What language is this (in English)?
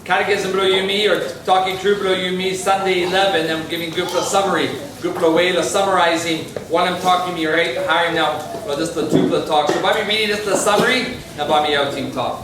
Tok Pisin